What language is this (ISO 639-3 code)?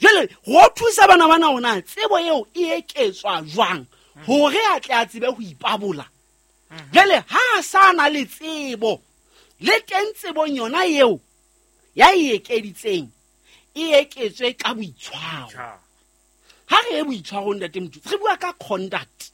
sot